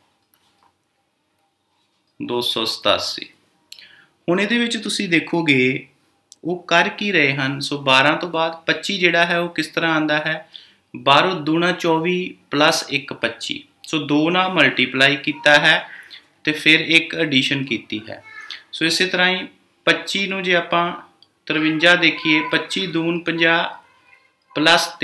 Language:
Punjabi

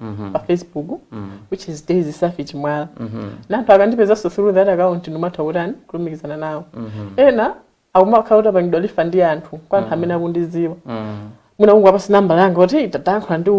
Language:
Nyanja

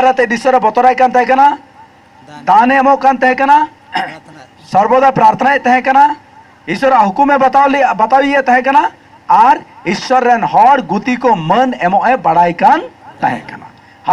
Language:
Santali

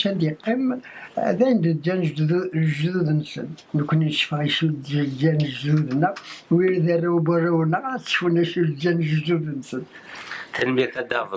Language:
Kabyle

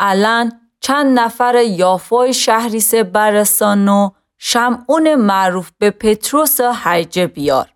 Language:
Gilaki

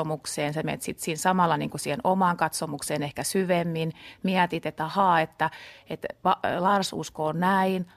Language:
Finnish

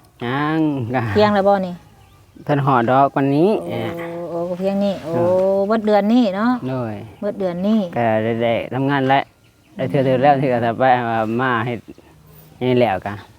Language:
Northeastern Thai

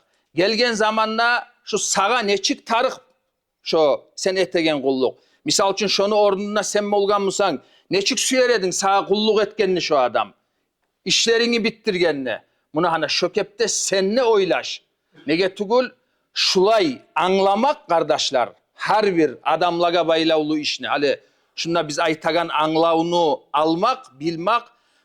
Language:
Kumyk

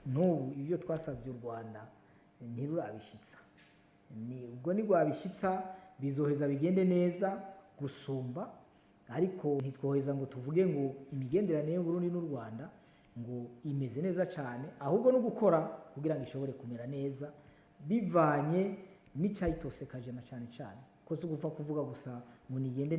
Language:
Rundi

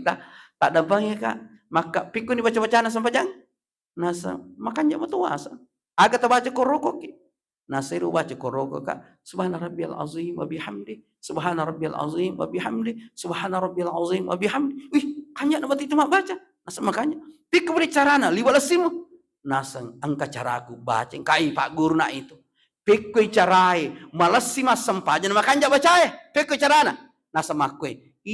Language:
Buginese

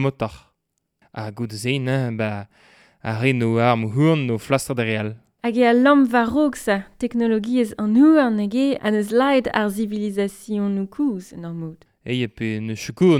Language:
Breton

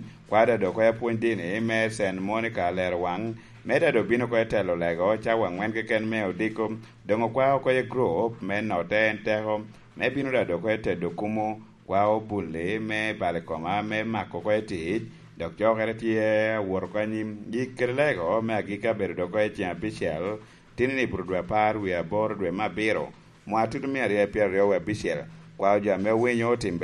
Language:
Lango (Uganda)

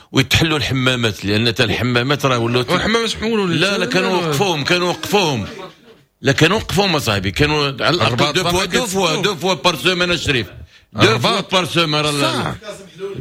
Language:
Moroccan Arabic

